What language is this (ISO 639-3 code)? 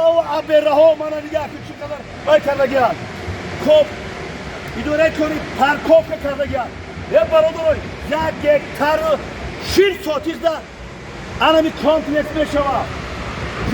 tgk